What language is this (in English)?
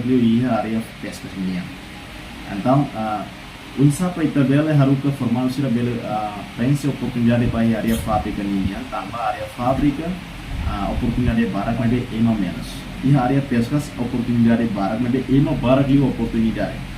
Tetum